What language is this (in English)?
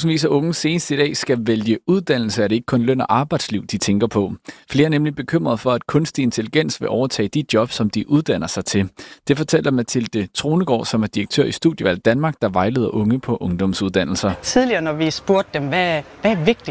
Danish